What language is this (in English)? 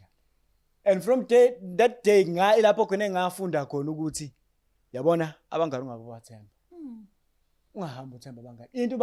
Zulu